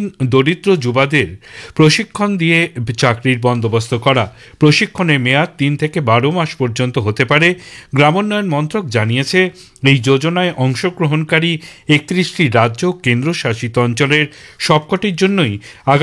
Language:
Bangla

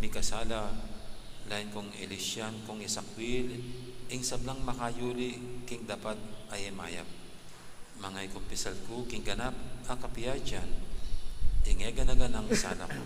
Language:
Pampanga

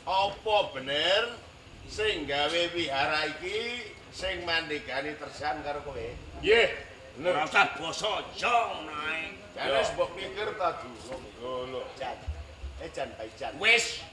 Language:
Javanese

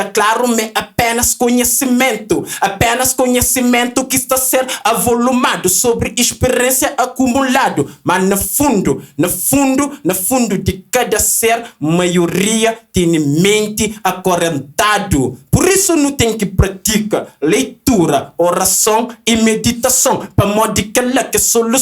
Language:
Kabuverdianu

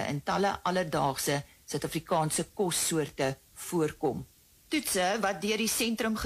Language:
Afrikaans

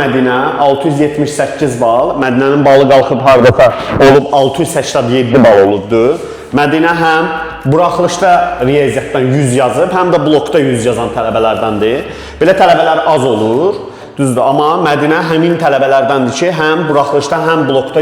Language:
Azerbaijani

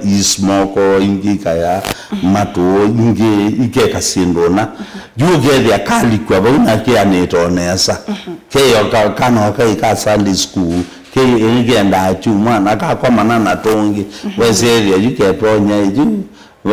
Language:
Kamba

